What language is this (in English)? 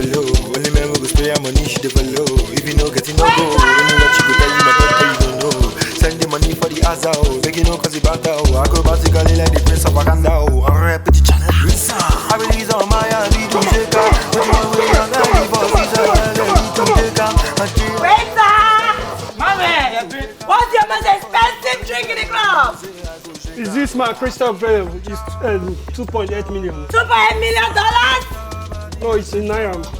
Nigerian Pidgin